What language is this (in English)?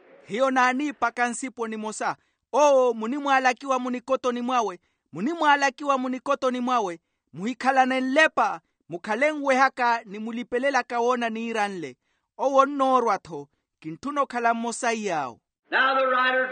Makhuwa